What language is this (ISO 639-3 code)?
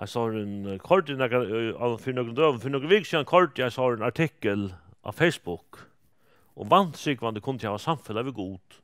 fao